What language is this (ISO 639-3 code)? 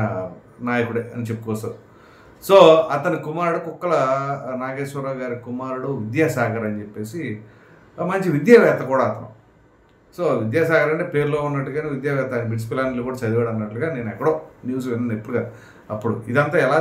tel